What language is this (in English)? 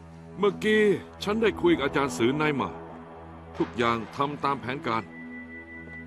Thai